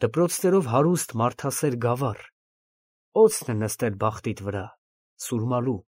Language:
Armenian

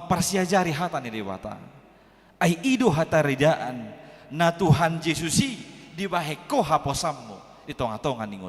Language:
Batak Toba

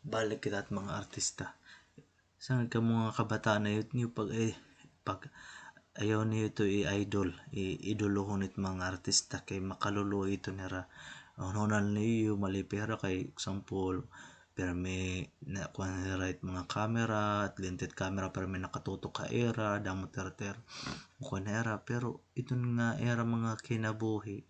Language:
Waray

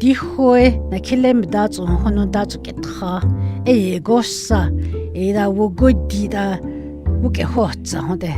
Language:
Dogrib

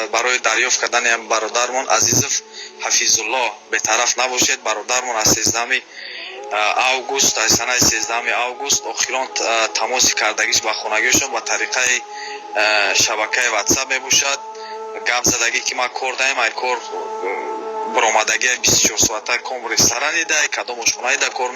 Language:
Tajik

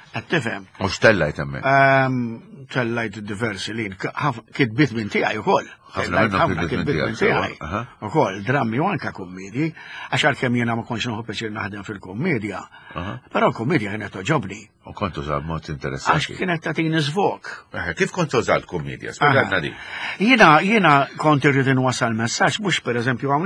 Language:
Maltese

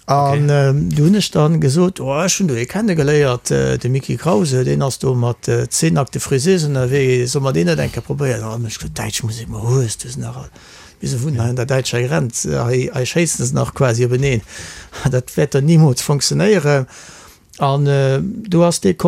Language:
Luxembourgish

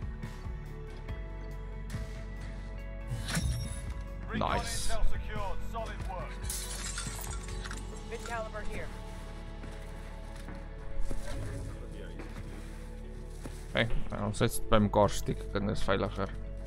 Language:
Afrikaans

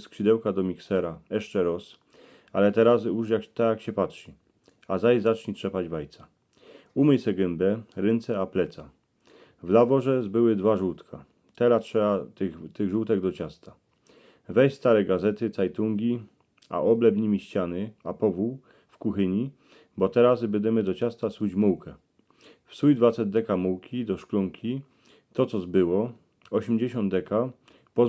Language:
Silesian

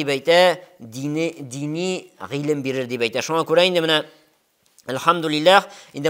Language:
Tatar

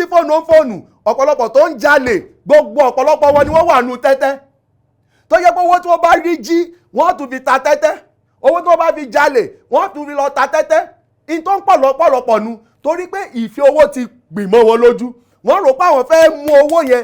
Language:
Yoruba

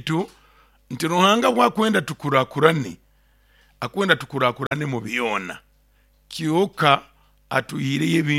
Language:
Nyoro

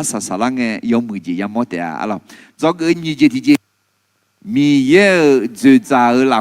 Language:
Akha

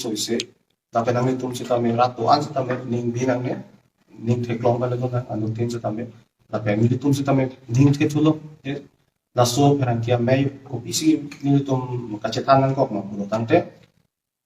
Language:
Karbi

